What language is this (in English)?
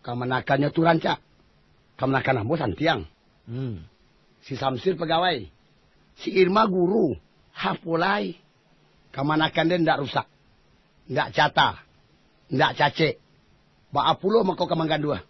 Minangkabau